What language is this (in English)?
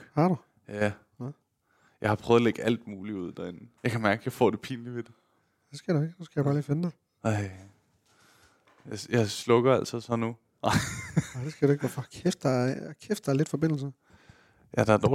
Danish